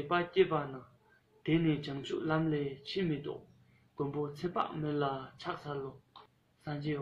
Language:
Tibetan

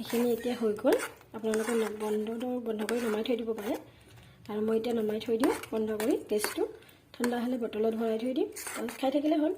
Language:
Assamese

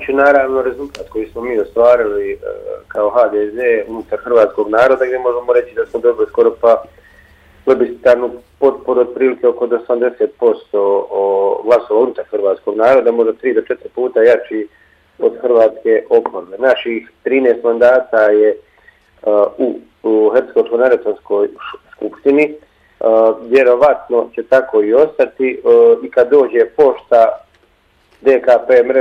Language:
Bosnian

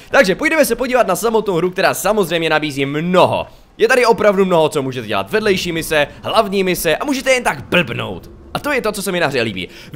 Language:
Czech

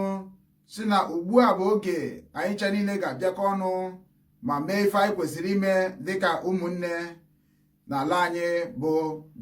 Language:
Igbo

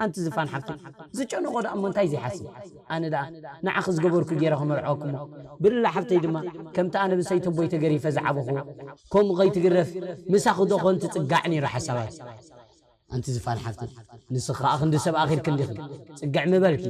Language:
Tigrinya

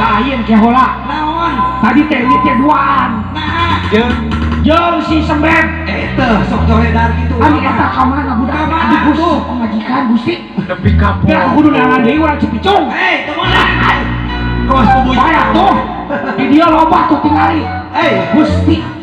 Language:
Sundanese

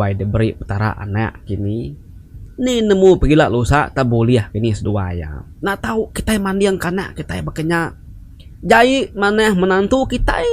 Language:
Iban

